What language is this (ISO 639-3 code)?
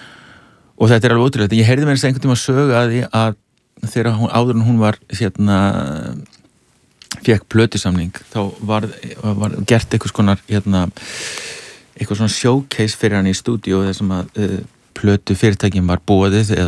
isl